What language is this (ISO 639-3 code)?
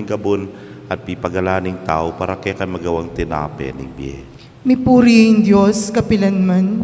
pam